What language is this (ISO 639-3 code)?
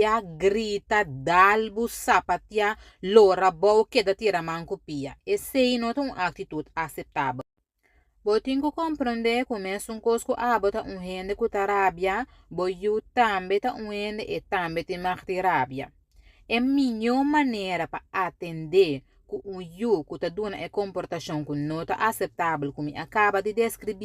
pap